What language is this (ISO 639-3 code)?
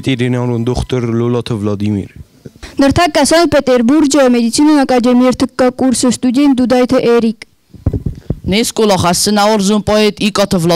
oss